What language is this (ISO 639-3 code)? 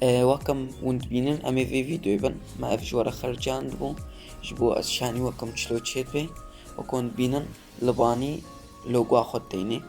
kur